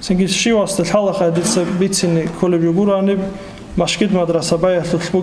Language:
Avaric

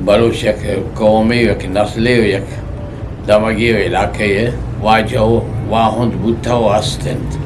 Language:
Eastern Balochi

